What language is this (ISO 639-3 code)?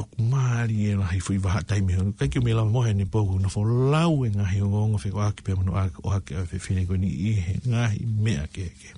ton